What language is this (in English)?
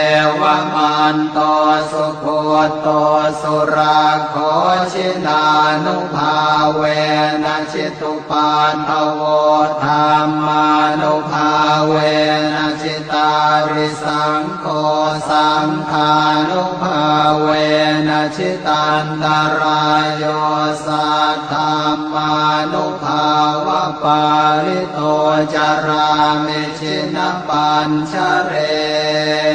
Pali